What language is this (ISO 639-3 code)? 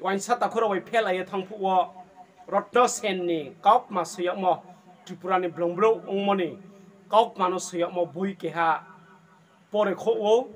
ria